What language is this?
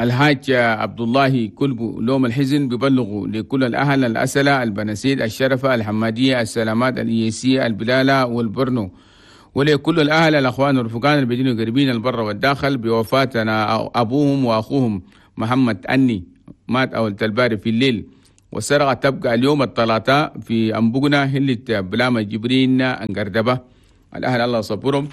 Chadian Arabic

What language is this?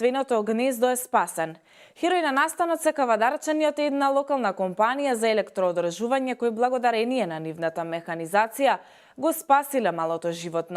Macedonian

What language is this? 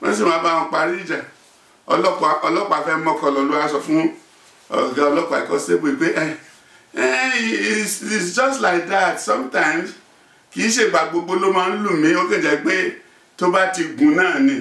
Yoruba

